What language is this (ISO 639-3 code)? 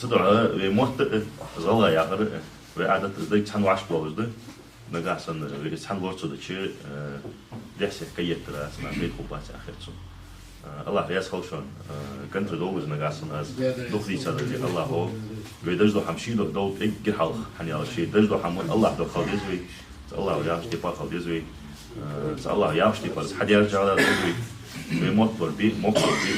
inh